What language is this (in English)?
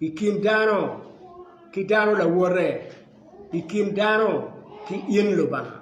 Acoli